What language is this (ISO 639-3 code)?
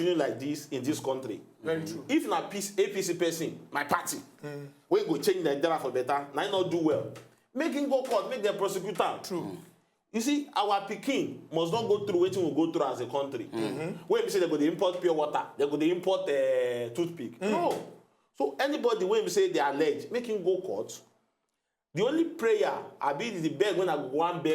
pcm